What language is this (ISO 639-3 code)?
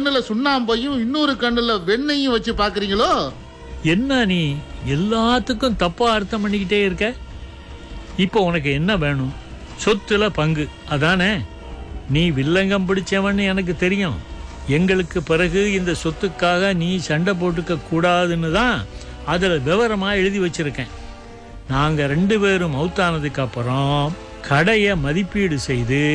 tam